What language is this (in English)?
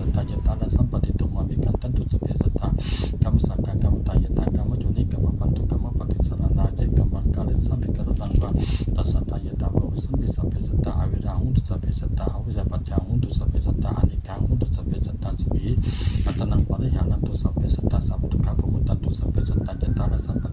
Pali